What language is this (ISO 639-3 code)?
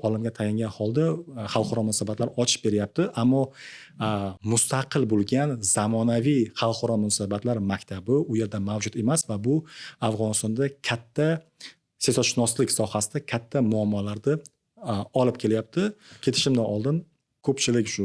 uzb